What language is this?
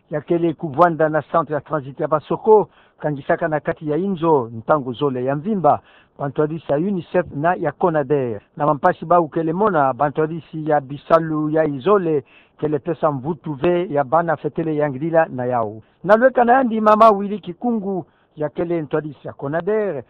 Kituba (Democratic Republic of Congo)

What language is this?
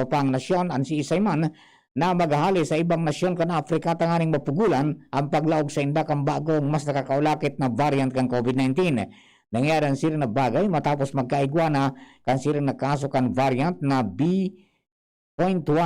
Bikol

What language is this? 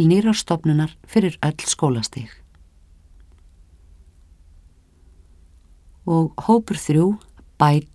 Icelandic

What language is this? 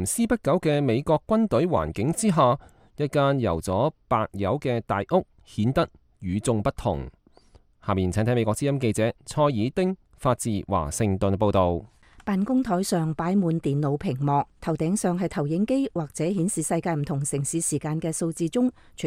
Cantonese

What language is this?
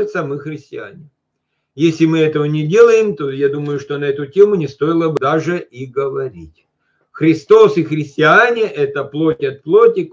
Russian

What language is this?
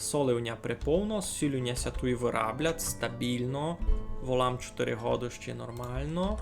Rusyn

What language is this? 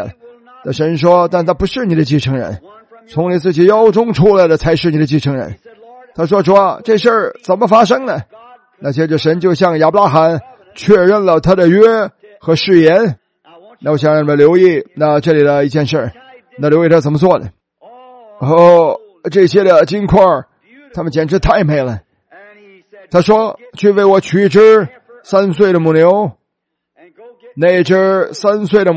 Chinese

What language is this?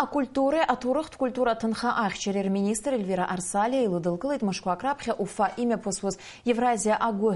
Abkhazian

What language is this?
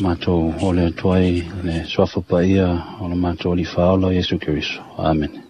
Samoan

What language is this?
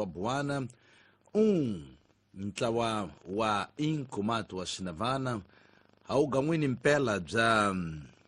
Tsonga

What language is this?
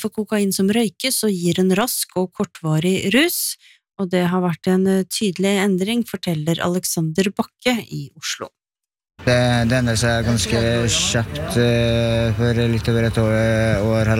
Norwegian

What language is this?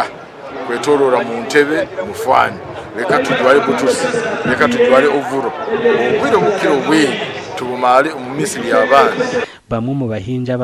Nyankole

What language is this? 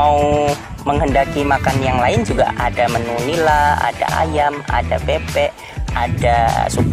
Indonesian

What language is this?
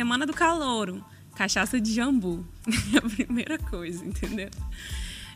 Portuguese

